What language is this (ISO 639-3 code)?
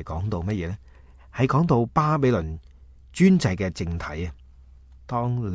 yue